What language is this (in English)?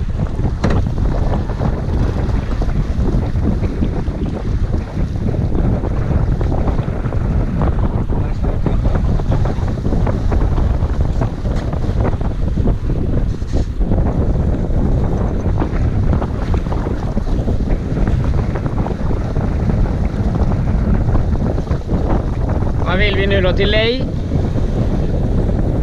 Swedish